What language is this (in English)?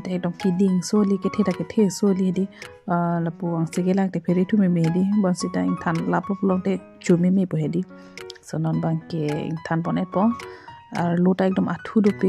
Karbi